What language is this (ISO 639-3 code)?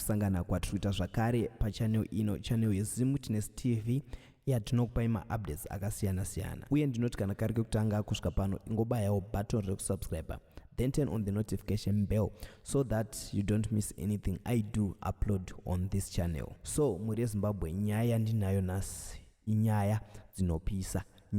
sna